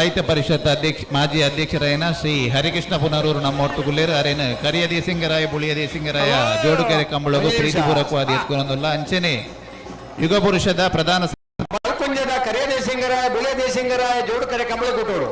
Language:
Tulu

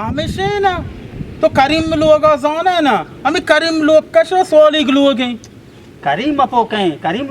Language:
Baluchi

